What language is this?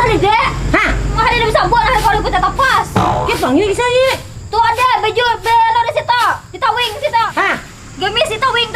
Banjar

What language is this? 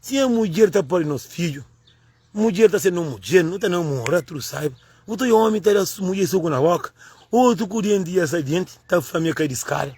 Kabuverdianu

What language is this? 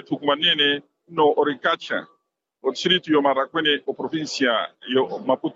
Makhuwa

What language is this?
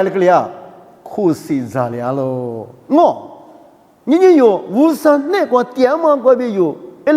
Lisu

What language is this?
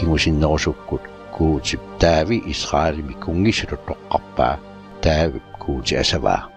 Kalaallisut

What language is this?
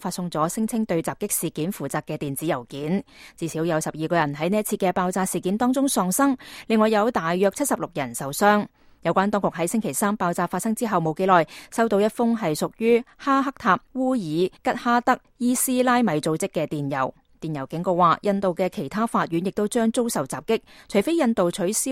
Cantonese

